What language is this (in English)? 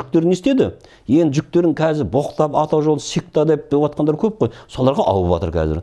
Kazakh